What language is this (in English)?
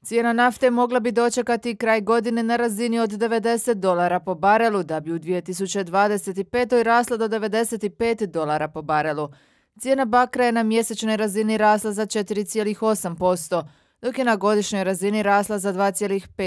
Croatian